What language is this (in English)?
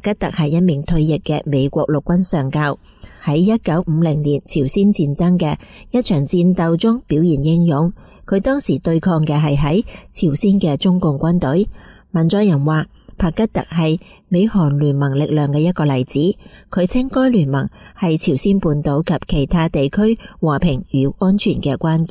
Cantonese